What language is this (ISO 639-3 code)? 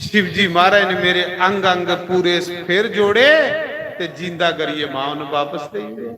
doi